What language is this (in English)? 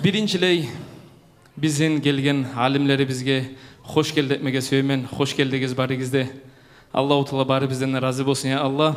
Kumyk